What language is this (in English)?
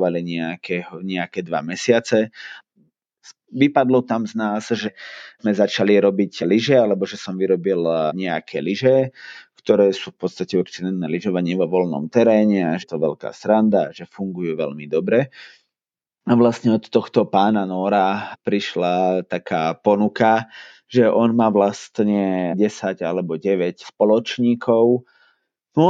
Slovak